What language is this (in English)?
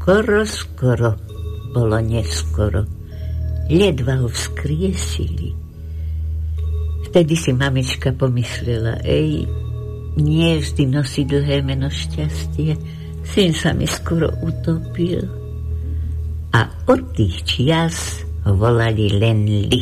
Slovak